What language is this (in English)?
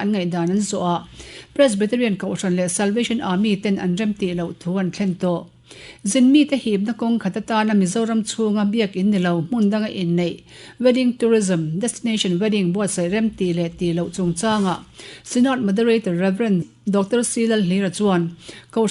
Mizo